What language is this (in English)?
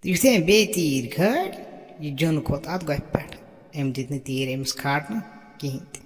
Kashmiri